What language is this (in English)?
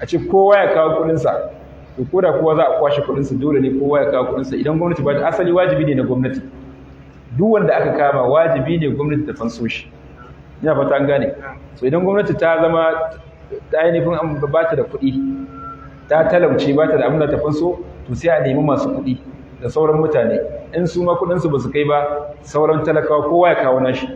Hausa